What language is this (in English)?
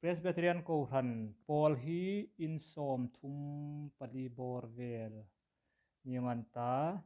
Hmar